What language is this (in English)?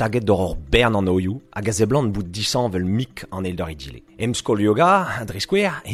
Breton